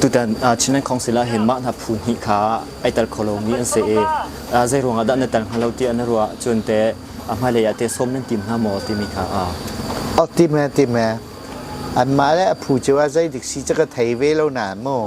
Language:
Hakha Chin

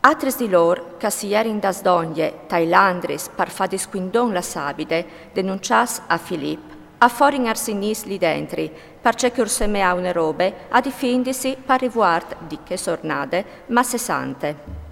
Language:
Friulian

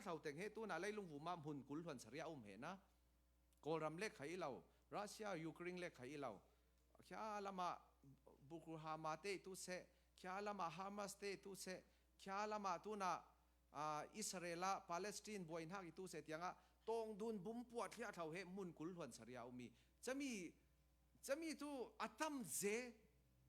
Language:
Falam Chin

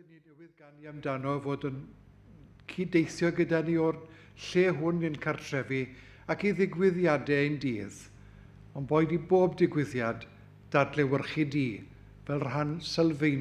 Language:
Welsh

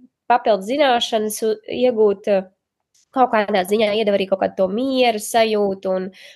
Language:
Latvian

